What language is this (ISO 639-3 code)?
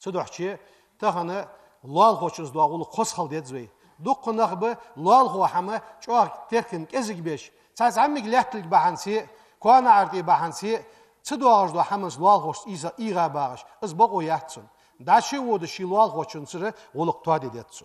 inh